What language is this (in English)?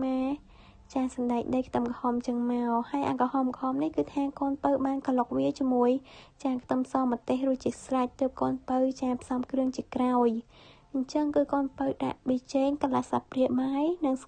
Khmer